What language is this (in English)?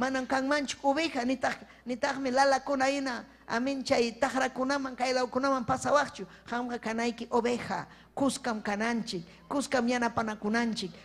Ayacucho Quechua